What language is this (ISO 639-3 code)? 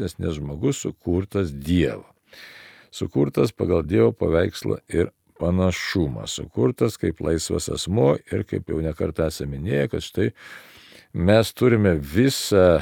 lit